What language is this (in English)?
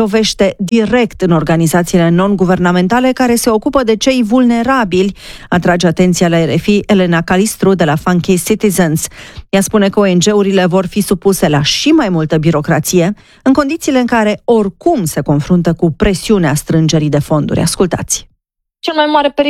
Romanian